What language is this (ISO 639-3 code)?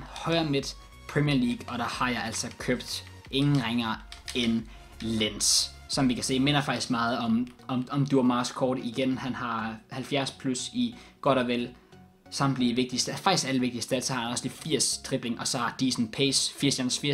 dan